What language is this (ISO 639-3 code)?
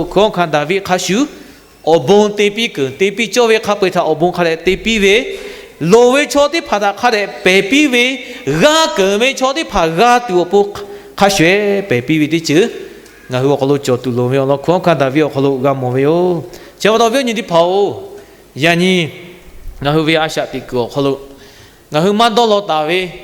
lhu